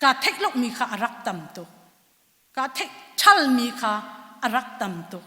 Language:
Hakha Chin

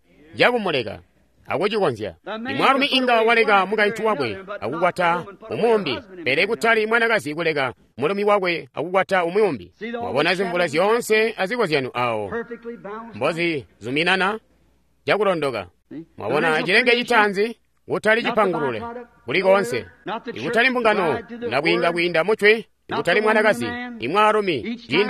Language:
Tonga (Zambia)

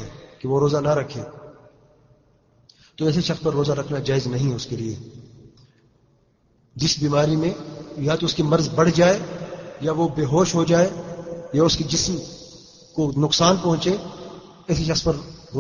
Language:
Urdu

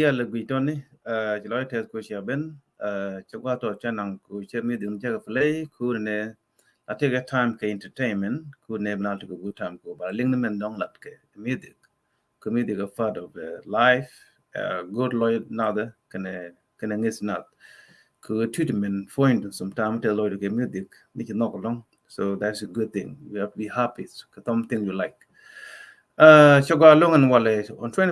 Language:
Nuer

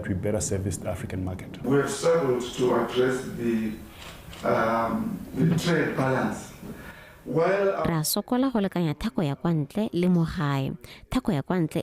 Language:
Tswana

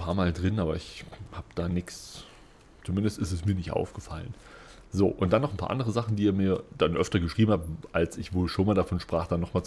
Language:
German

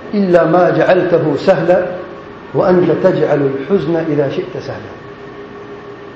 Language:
Urdu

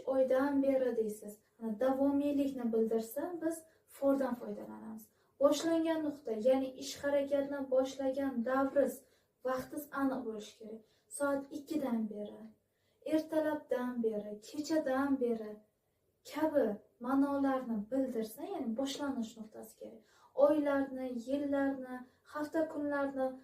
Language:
Uzbek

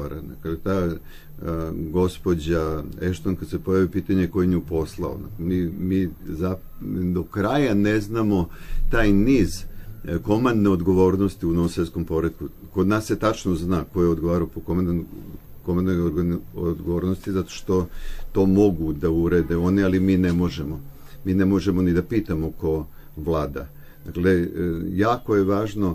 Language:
Serbian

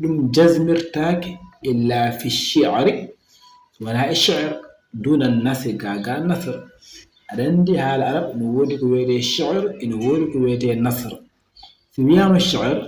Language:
Fula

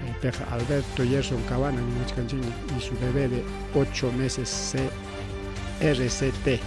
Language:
Ayacucho Quechua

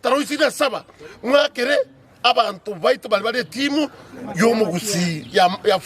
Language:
Gusii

